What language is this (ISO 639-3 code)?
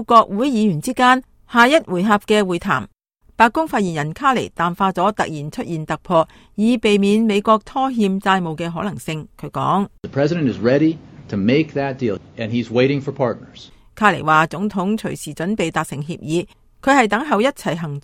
yue